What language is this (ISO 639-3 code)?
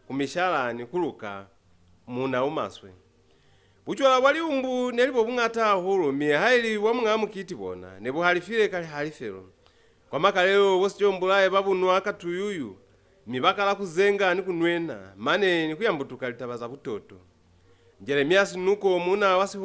loz